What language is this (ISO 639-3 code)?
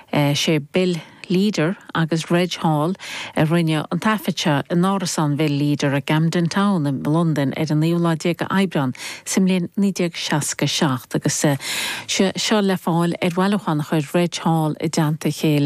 gle